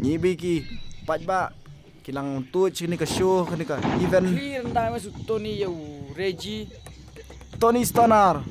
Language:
Khasi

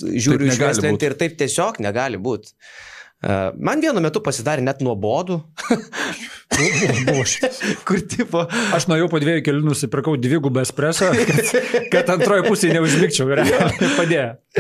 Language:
Lithuanian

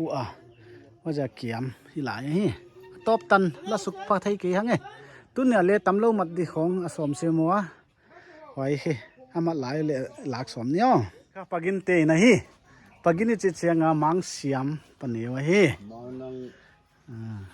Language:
Paite Chin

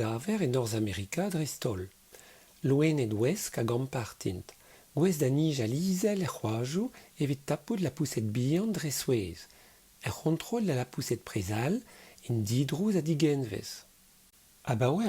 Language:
Breton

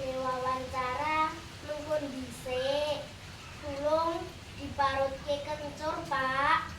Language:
Javanese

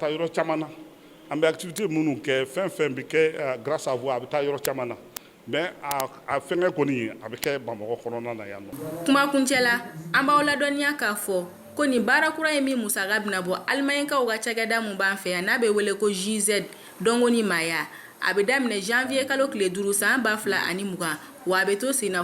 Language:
Bambara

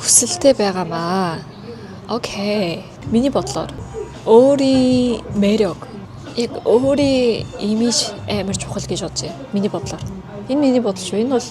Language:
Mongolian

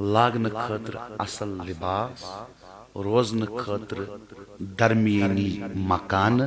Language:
Kashmiri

